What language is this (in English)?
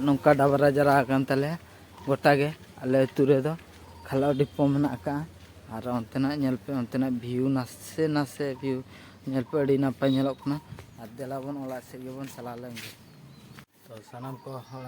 Santali